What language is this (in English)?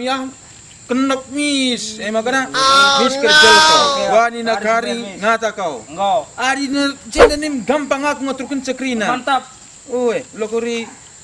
Batak Karo